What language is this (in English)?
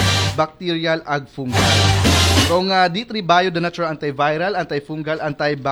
Filipino